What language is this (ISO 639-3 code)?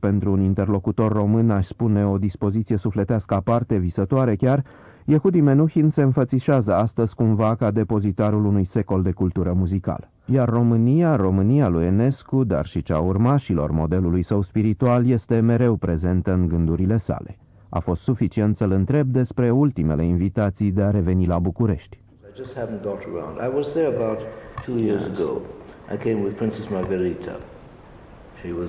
ron